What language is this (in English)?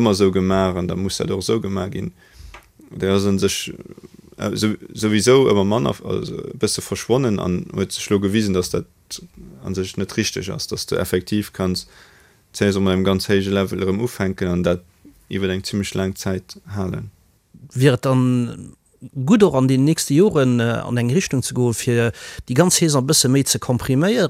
Luxembourgish